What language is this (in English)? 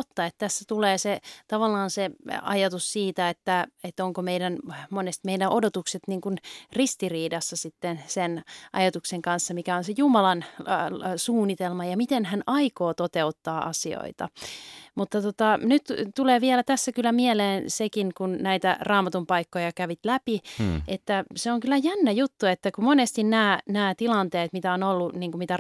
Finnish